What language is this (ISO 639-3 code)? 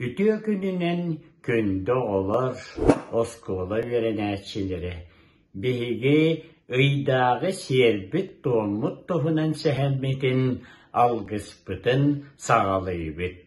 sah